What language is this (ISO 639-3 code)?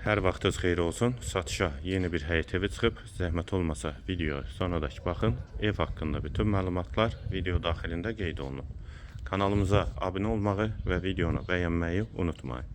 aze